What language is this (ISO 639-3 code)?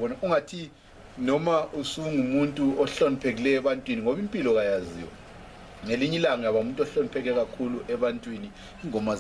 nde